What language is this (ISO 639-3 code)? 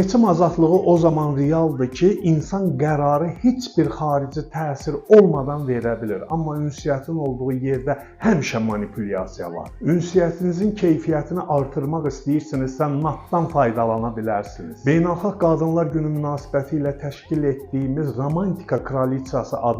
aze